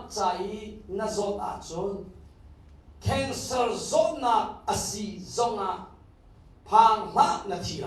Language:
Hakha Chin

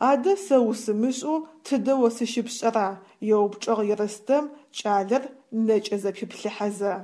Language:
Adyghe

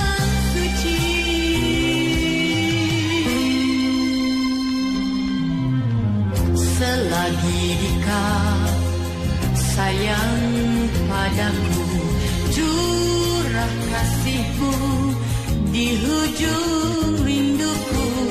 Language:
Malay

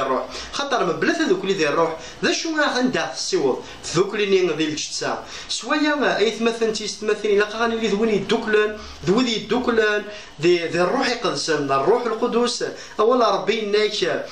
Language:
Kabyle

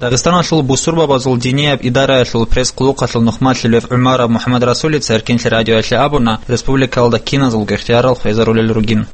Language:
Avaric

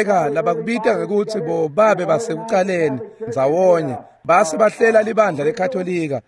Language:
Swati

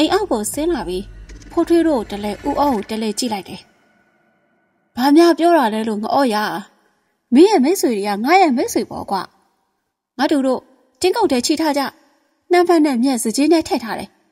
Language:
Burmese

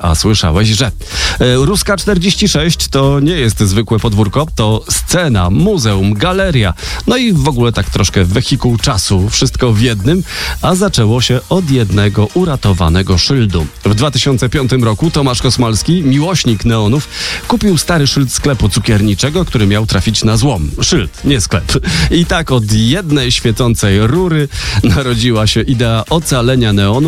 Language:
Polish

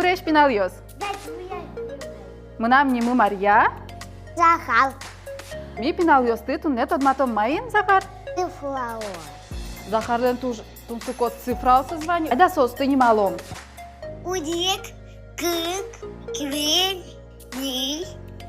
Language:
Udmurt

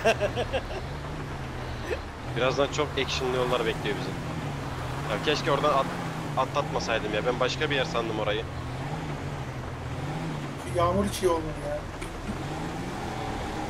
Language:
Turkish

